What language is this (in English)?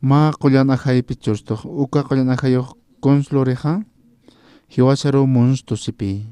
Aymara